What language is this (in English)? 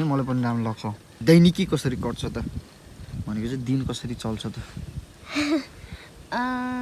Nepali